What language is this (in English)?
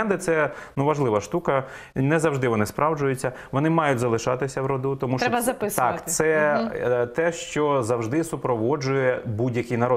Ukrainian